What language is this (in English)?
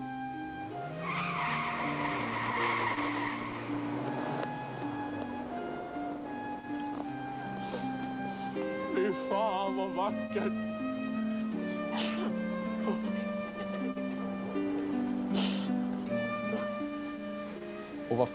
Swedish